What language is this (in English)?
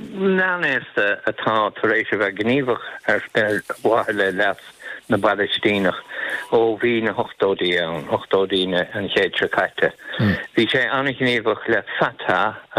Irish